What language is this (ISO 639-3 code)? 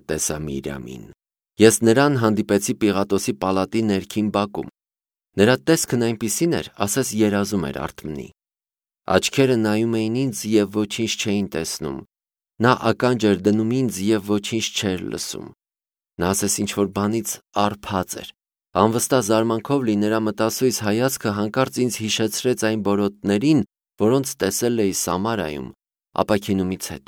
hye